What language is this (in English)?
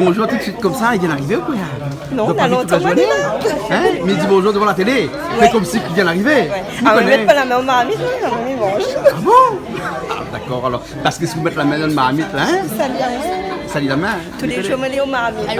Réunion Creole French